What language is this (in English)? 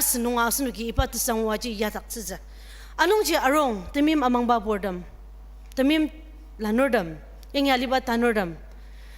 Ao Naga